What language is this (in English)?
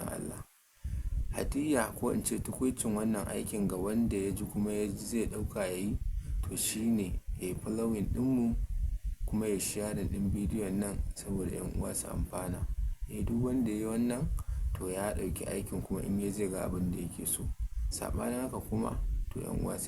Hausa